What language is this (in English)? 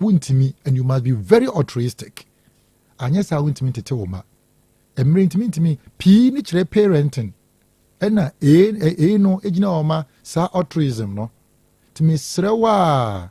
Akan